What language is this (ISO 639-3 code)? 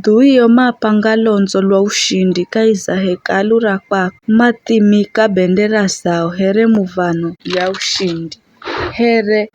nyf